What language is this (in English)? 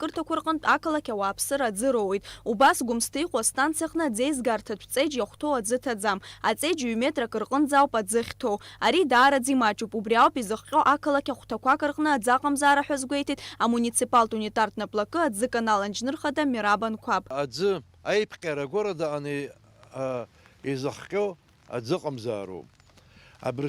Abkhazian